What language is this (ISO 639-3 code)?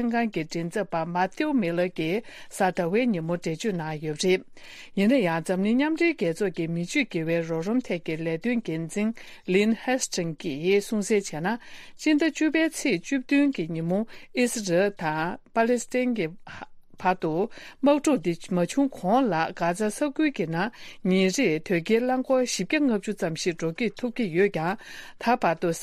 bod